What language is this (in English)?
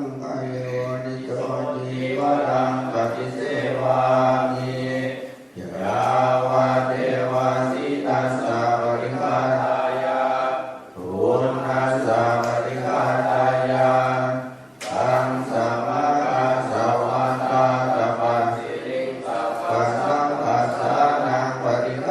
Pali